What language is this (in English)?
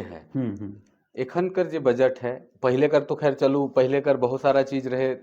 Sadri